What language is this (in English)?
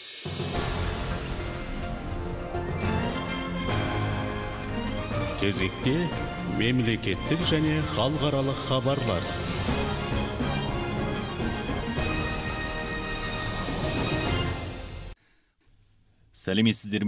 Kazakh